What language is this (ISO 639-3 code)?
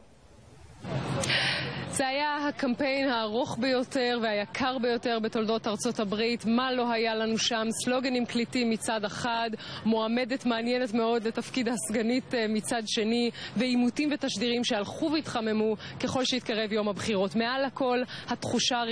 heb